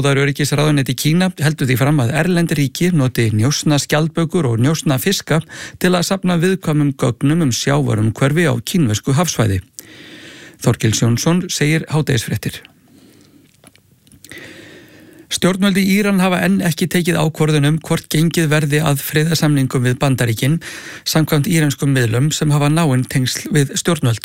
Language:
Icelandic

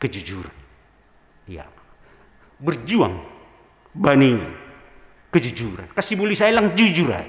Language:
Batak Simalungun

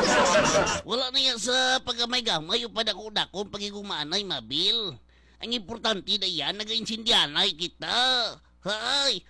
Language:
Hiligaynon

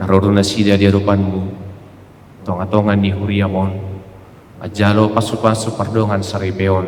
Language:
Batak Toba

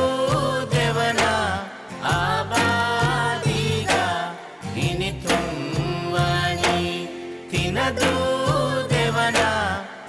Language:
Divehi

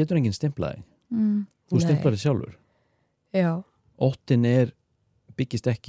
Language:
Icelandic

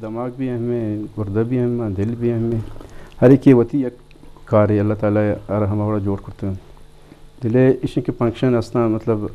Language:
Eastern Balochi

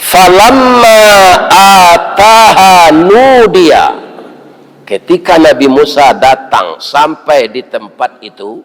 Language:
Minangkabau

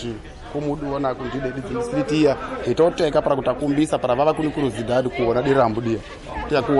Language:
Tsonga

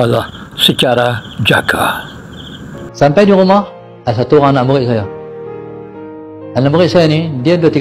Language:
Malay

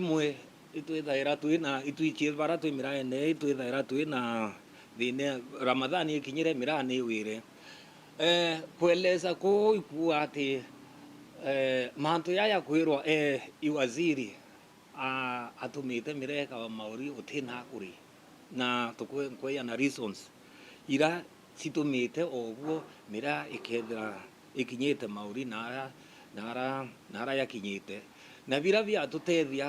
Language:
Meru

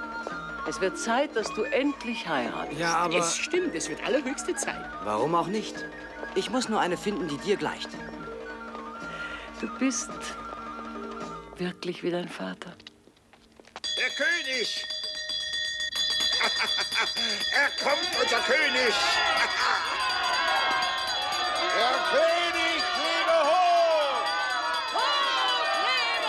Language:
German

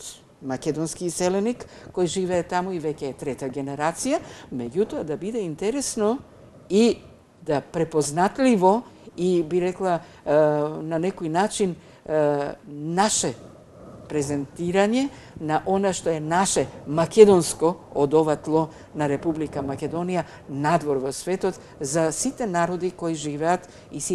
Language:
Macedonian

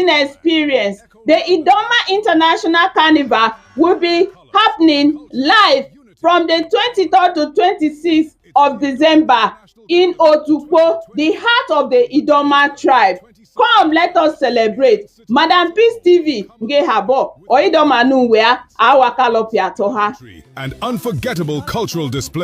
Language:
Idoma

